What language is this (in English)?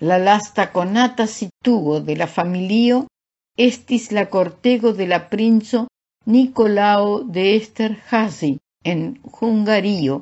Esperanto